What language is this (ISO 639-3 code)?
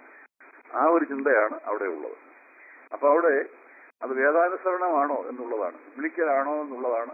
mal